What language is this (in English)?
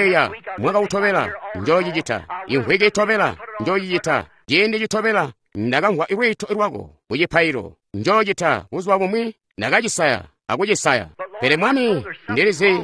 Tonga (Zambia)